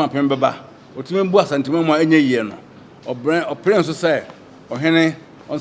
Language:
Akan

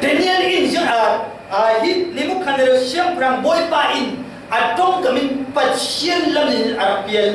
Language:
Falam Chin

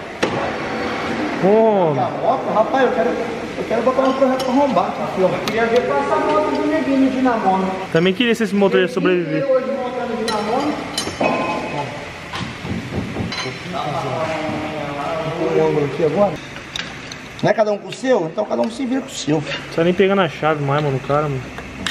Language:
Portuguese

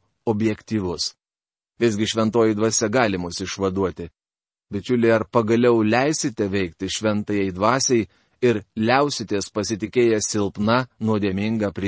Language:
Lithuanian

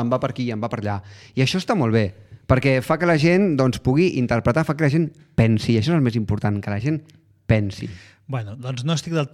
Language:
Catalan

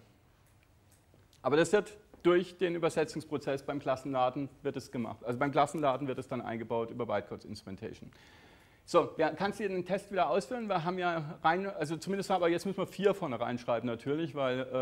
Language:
German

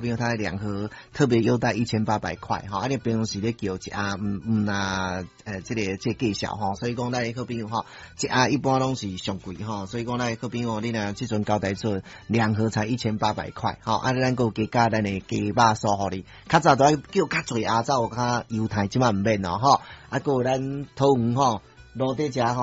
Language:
Min Nan Chinese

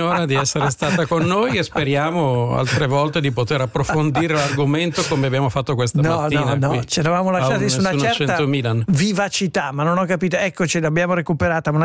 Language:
Italian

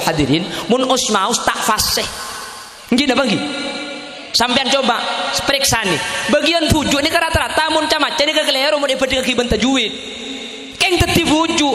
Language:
Madurese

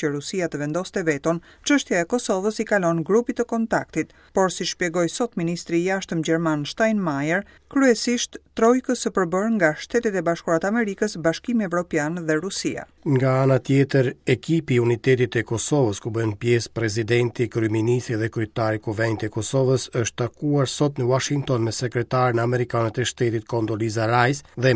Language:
Albanian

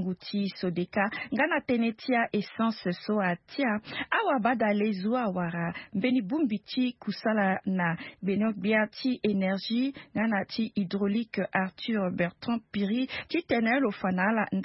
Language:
Sango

